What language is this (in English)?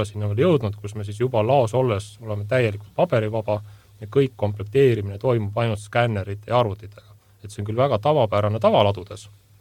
Estonian